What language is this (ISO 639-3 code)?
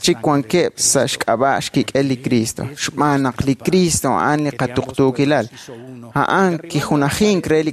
kek